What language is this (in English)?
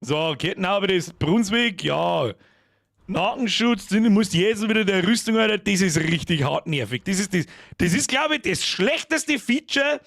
Bavarian